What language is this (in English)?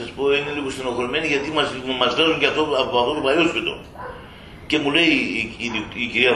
Greek